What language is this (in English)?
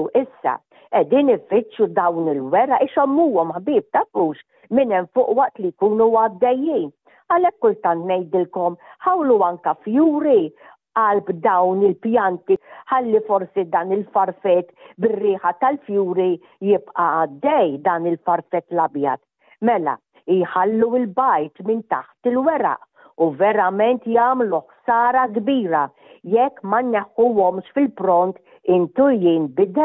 Maltese